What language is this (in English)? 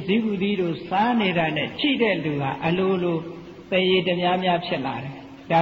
Burmese